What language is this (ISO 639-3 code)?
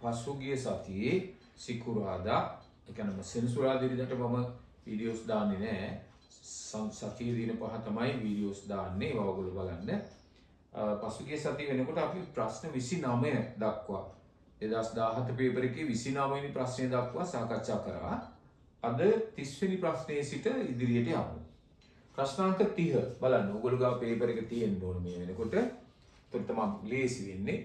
sin